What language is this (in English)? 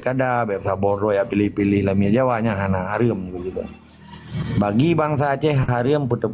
Achinese